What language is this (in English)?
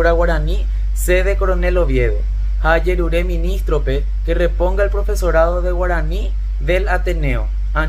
Guarani